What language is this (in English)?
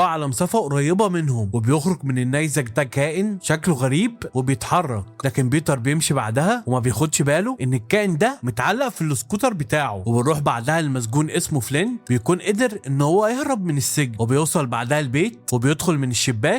Egyptian Arabic